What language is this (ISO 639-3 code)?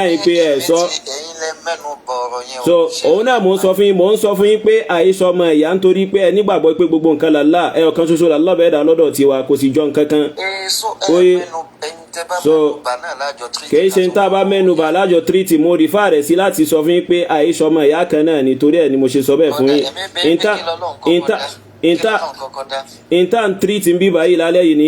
yor